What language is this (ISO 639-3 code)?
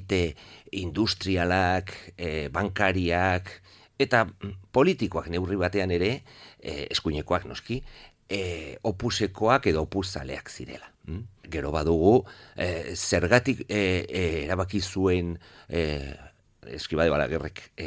eus